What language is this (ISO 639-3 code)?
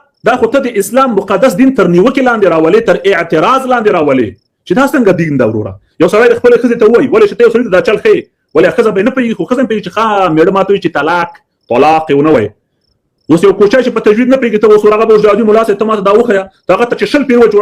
pus